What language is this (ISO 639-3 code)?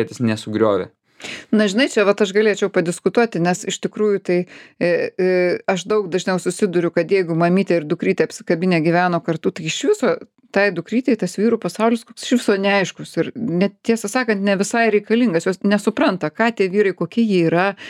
lit